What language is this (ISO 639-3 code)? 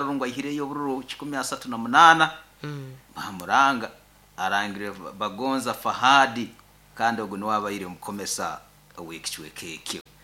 nyo